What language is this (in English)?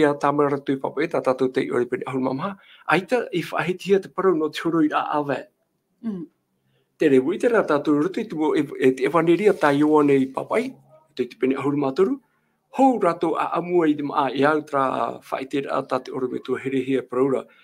Tahitian